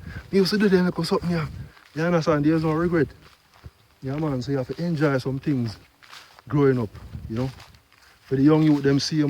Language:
Jamaican Creole English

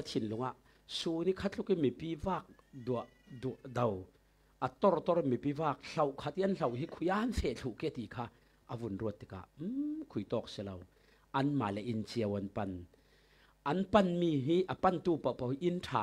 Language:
Falam Chin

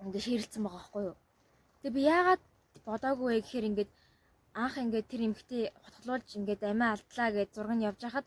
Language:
Mongolian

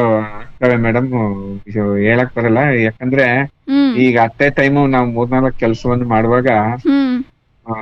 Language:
Kannada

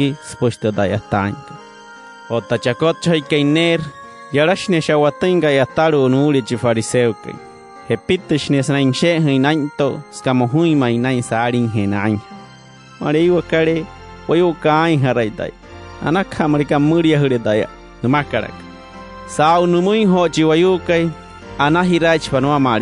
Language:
Wayuu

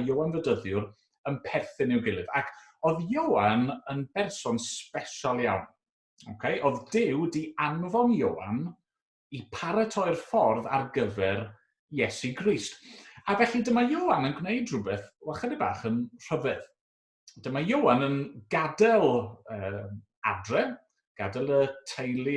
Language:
Welsh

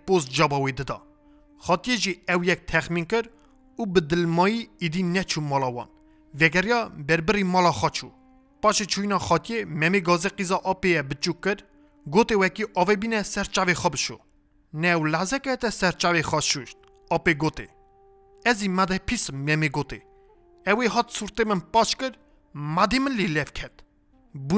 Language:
Kurdish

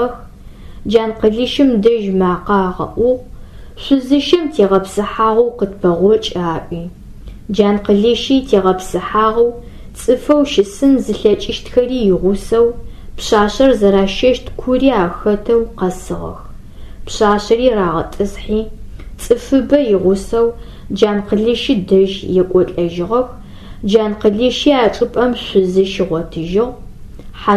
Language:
Adyghe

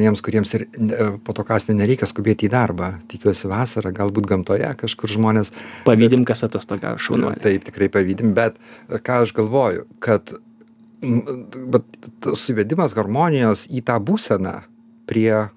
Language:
Lithuanian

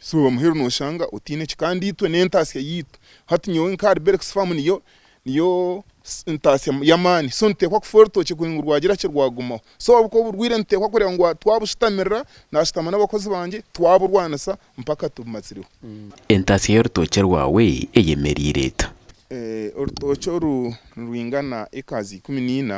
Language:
Nyankole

